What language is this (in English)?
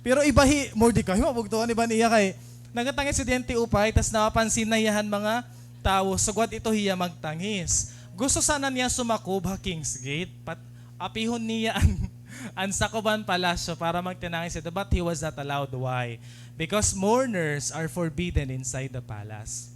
Waray